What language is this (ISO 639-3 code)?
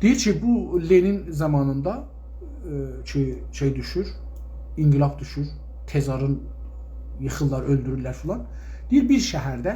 azb